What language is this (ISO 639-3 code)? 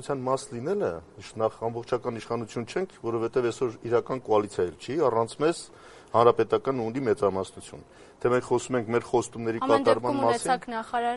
hye